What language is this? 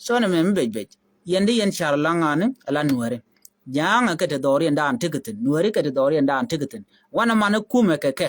Nuer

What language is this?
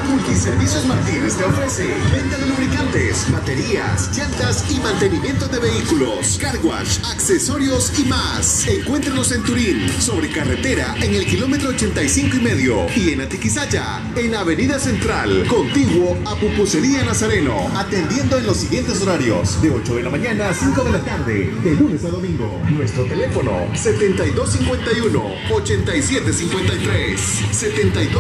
Spanish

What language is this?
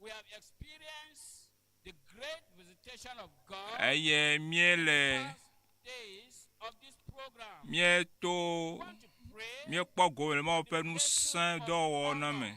Ewe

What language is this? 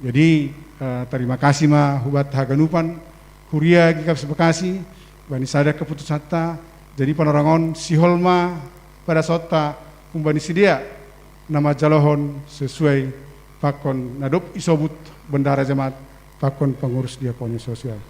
Batak Simalungun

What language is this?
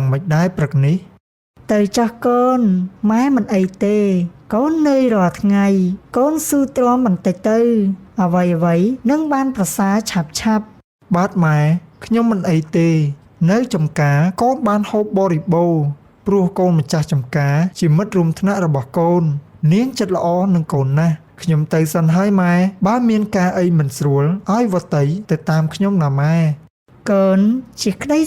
Khmer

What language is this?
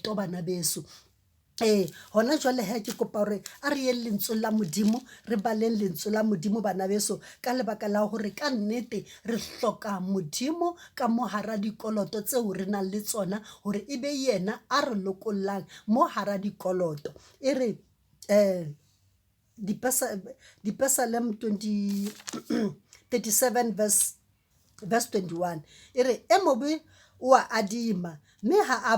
Southern Sotho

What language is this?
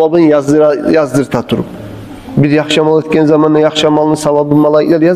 Kumyk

